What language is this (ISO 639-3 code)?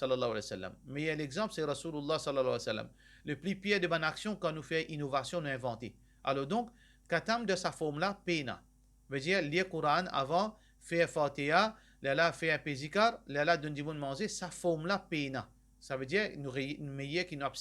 mfe